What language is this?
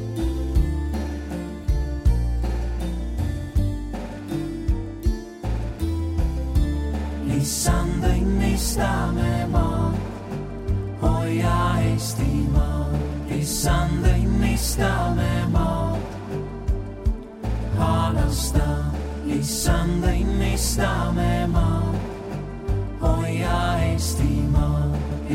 Estonian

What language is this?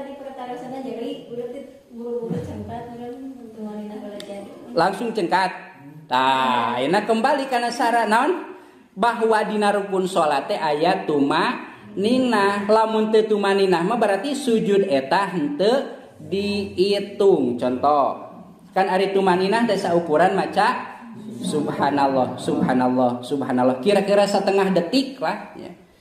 Sundanese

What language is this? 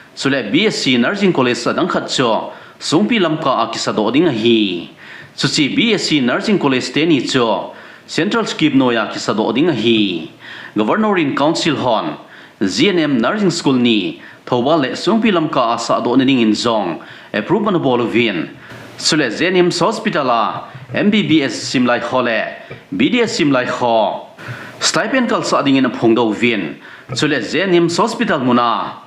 Thado Chin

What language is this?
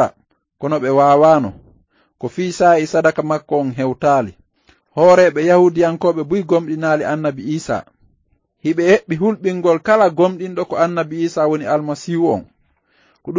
Fula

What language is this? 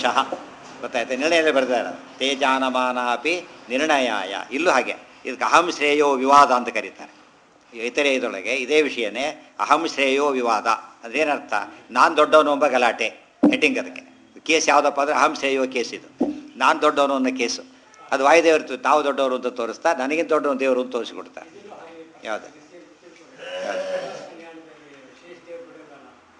Kannada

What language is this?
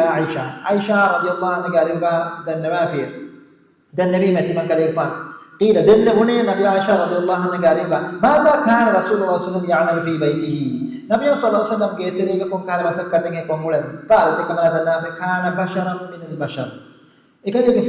Divehi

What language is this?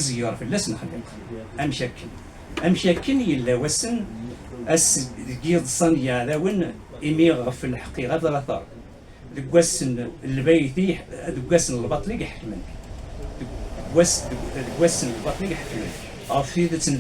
Kabyle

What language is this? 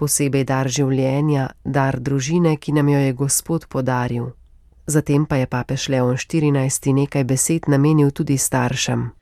Slovenian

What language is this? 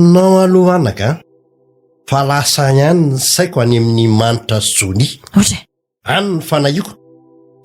Malagasy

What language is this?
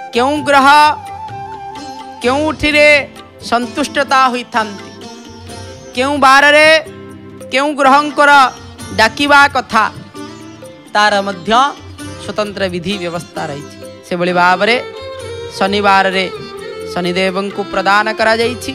Odia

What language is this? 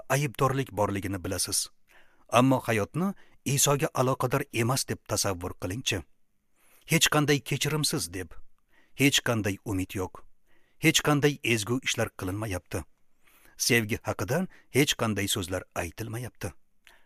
Uzbek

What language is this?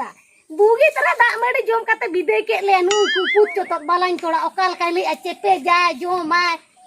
Santali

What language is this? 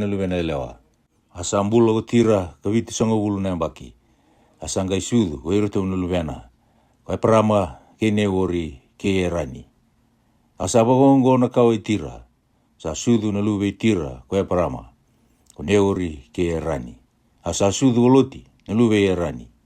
Fijian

